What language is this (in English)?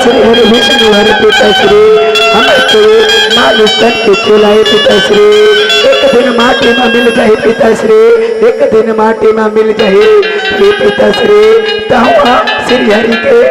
Chhattisgarhi